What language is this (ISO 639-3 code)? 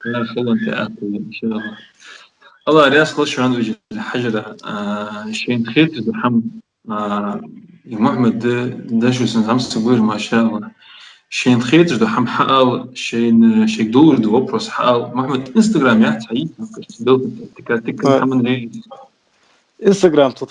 inh